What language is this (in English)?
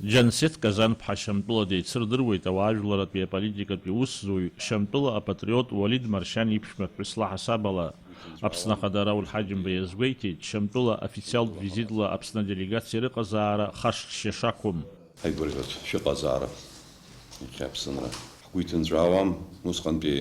Abkhazian